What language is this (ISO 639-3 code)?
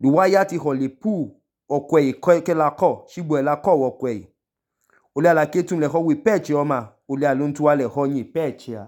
idu